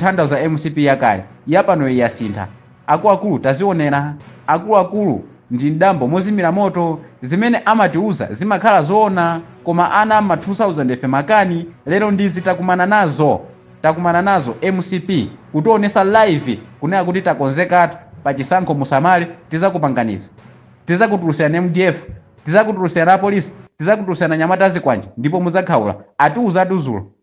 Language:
Nyanja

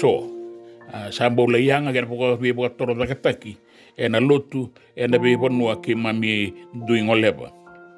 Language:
Fijian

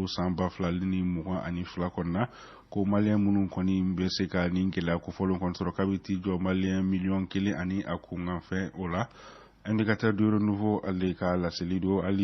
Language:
Bambara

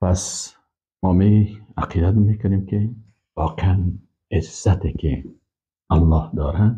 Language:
Persian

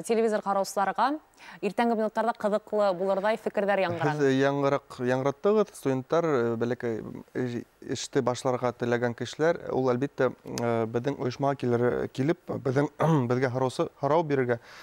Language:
Bashkir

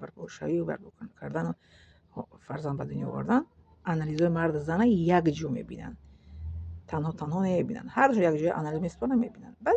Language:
Tajik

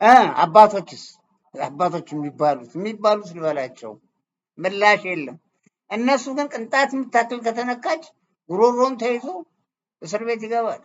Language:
Amharic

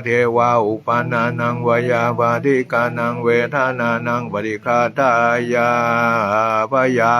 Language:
Pali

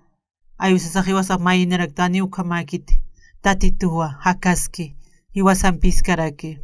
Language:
Aymara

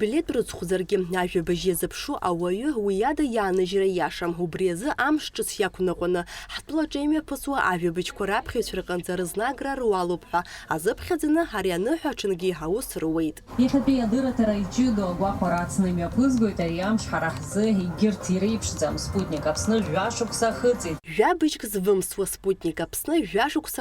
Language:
Abkhazian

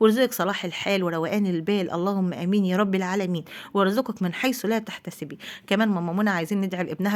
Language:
Egyptian Arabic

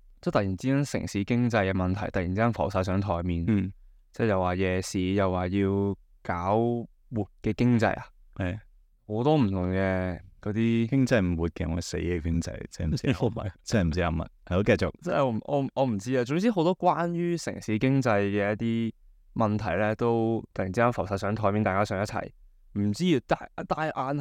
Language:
Cantonese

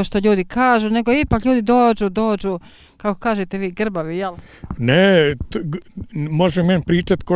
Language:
Bosnian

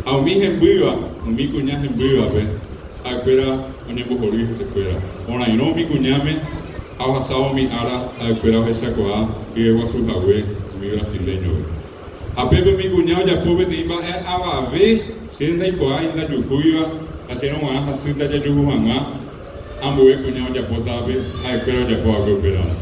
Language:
Guarani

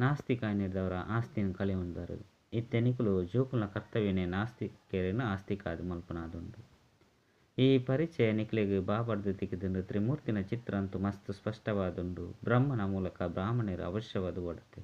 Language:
Tulu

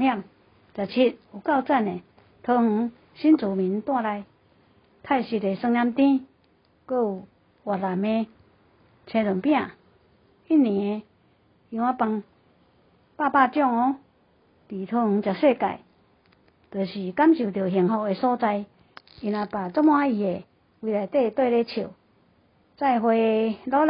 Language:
Min Nan Chinese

